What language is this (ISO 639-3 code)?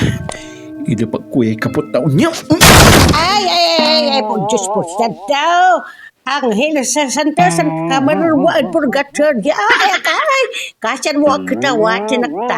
pag